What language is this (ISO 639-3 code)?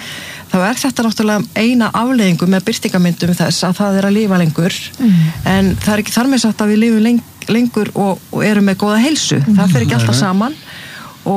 isl